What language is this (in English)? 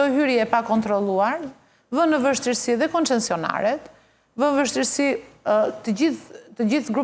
Albanian